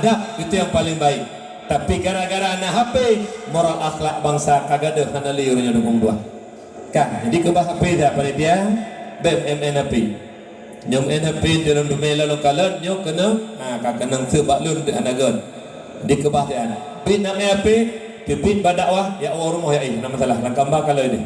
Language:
Achinese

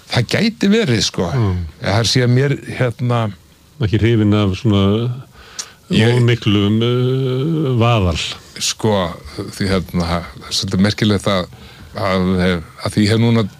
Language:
Icelandic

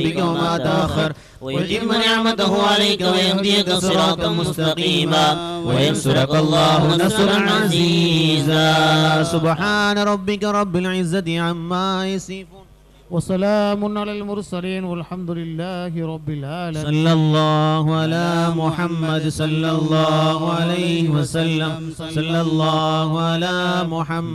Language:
Arabic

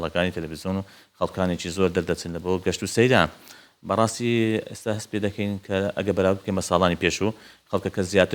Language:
Central Kurdish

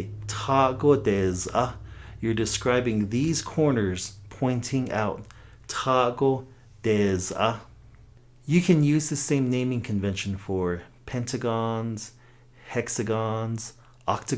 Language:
Navajo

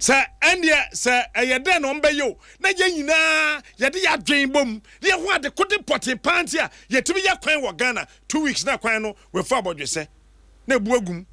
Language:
Akan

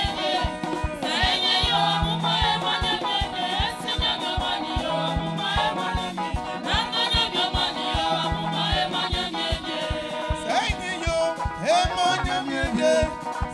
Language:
Baoulé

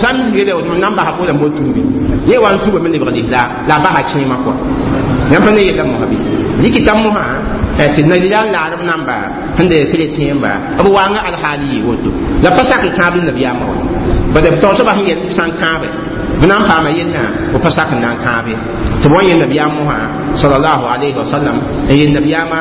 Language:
Mossi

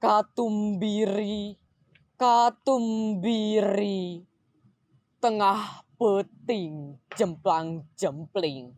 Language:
Sundanese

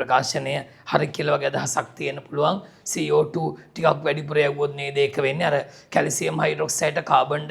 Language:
Sinhala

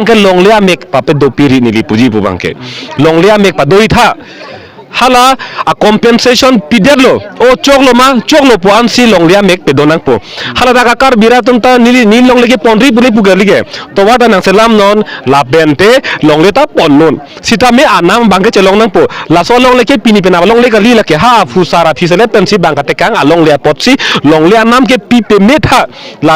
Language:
Karbi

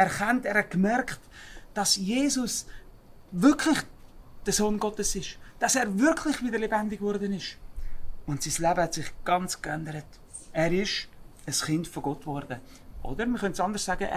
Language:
Swiss German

